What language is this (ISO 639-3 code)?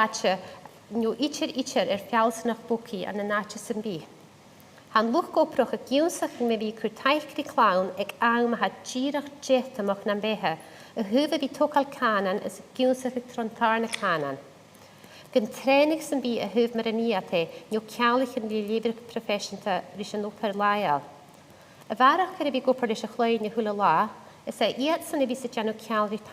gla